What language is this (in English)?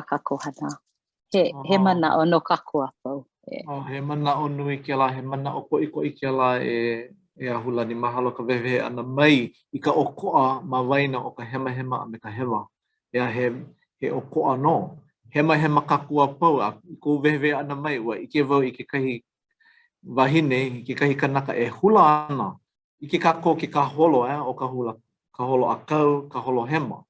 Hawaiian